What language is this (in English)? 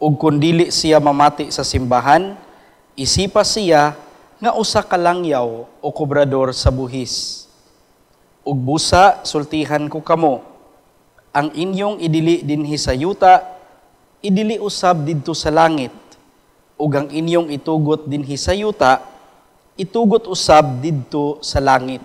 Cebuano